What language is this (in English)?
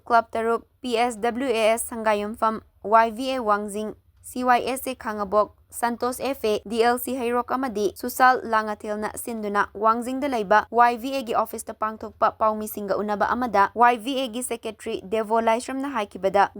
Manipuri